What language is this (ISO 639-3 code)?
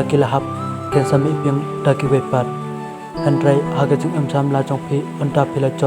kha